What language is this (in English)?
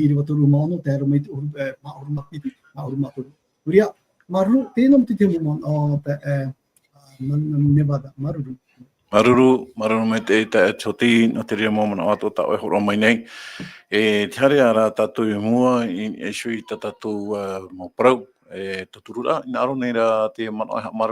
Tahitian